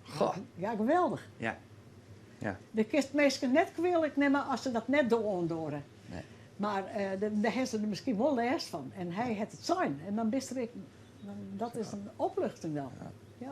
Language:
Western Frisian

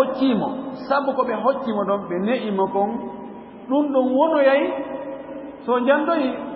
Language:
Fula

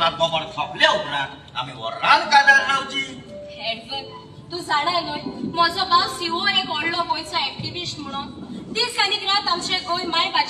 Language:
Konkani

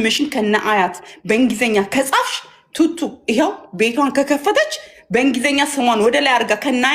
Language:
Amharic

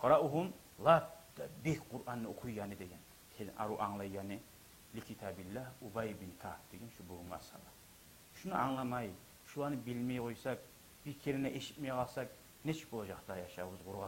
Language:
Kumyk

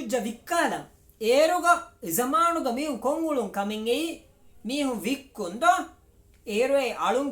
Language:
Divehi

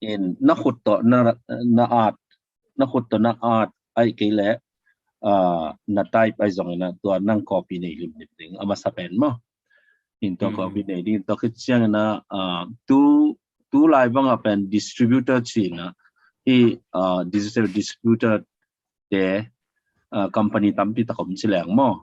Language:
Tedim Chin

